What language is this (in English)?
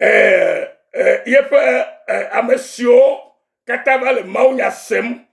Ewe